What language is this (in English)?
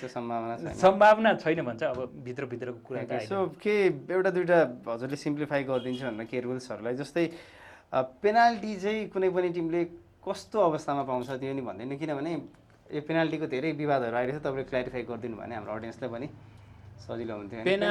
Nepali